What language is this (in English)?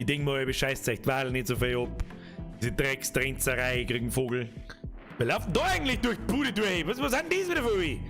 Bavarian